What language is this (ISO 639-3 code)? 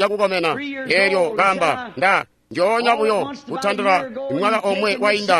toi